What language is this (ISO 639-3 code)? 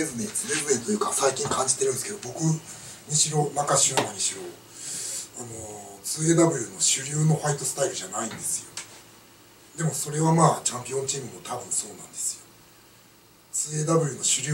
jpn